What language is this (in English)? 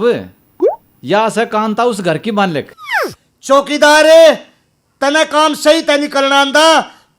Haryanvi